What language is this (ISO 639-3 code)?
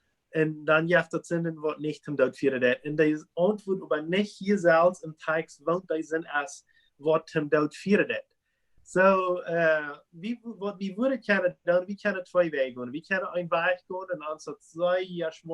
pdt